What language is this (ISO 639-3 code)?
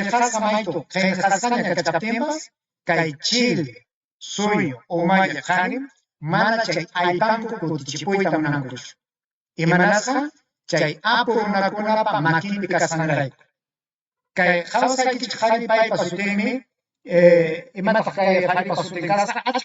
quy